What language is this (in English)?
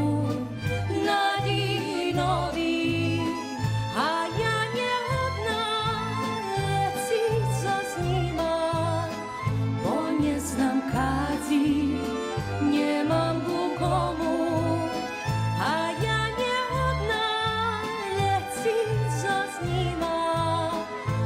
Rusyn